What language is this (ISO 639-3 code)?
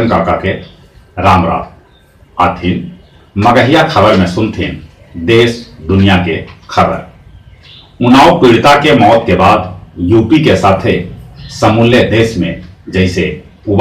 mag